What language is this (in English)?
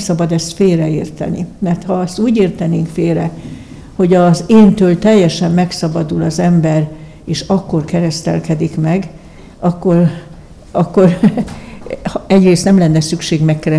Hungarian